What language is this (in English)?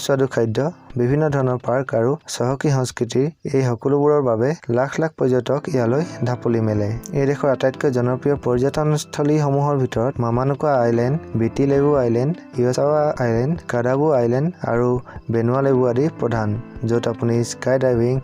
Assamese